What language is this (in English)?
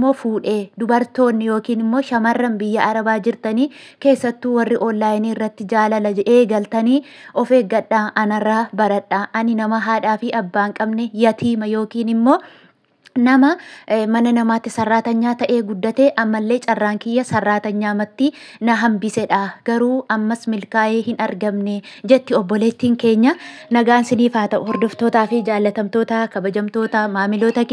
Oromo